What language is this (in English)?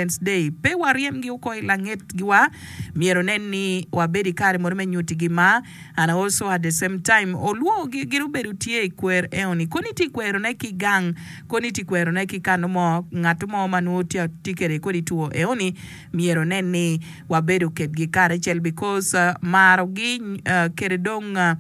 Acoli